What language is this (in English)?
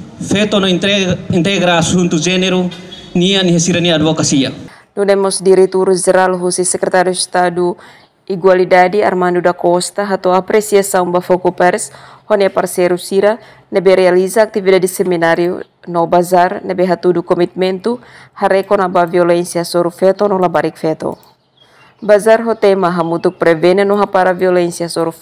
Tetum